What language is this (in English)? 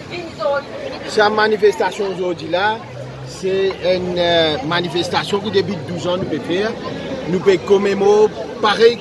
Morisyen